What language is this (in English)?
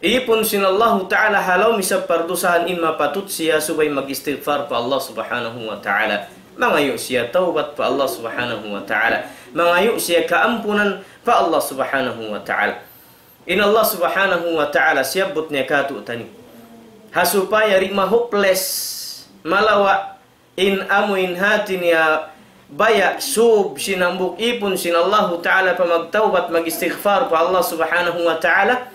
Tausug